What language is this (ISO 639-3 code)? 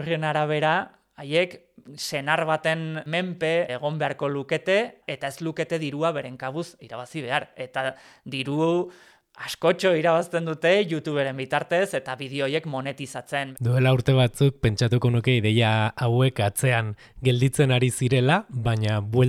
eus